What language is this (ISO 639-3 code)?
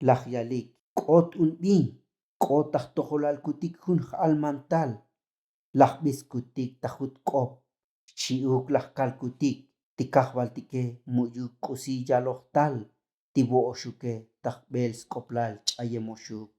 tzo